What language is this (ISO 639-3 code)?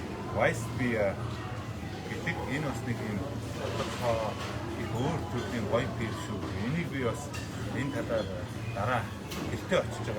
mon